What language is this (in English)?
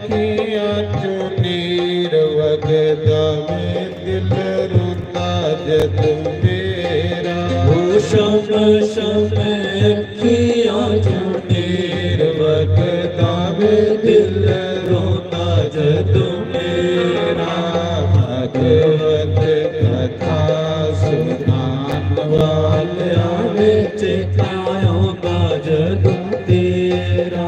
Dogri